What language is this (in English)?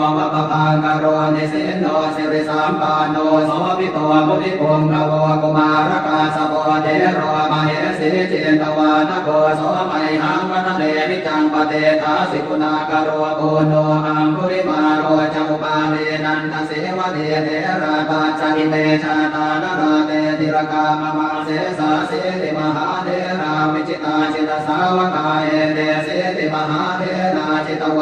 Pali